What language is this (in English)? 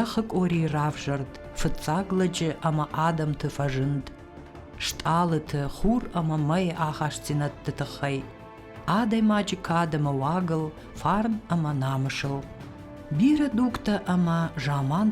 Ossetic